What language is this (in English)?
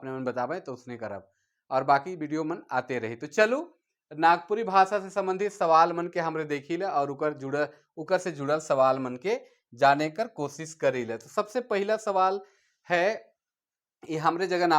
Sadri